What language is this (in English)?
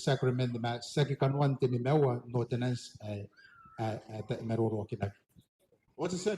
Gilbertese